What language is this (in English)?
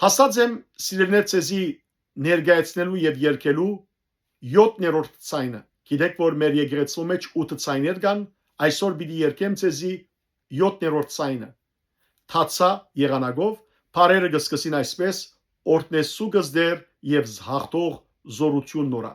Western Armenian